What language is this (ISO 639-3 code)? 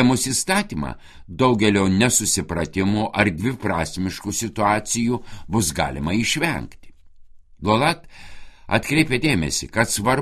lit